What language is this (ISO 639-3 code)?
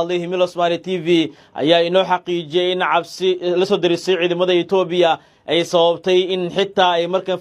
som